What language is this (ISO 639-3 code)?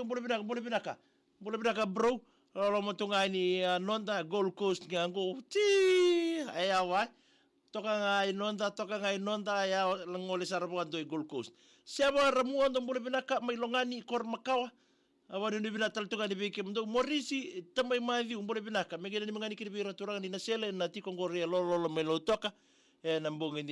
fij